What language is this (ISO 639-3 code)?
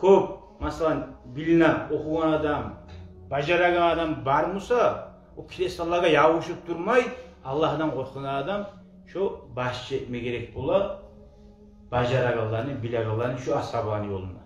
kum